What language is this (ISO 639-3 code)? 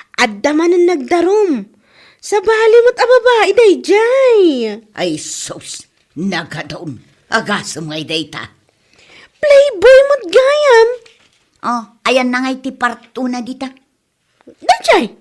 ilo